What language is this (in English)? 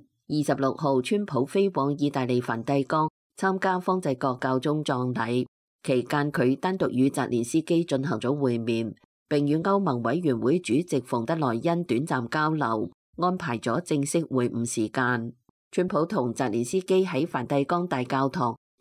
Cantonese